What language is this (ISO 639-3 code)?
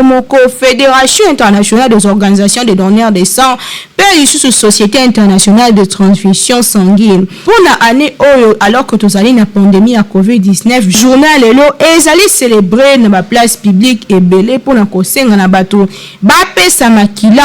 lin